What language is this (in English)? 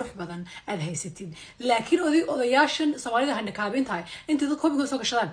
Somali